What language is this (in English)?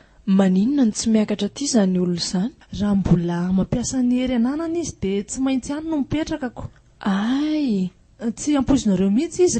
Malagasy